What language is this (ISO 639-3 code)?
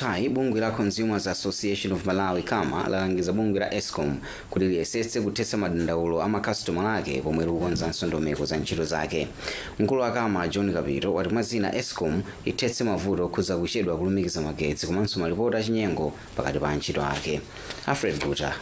nya